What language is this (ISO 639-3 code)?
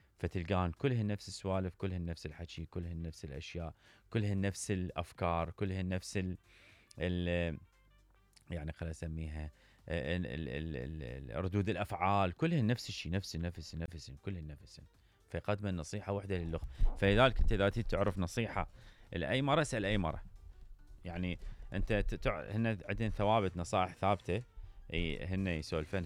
acm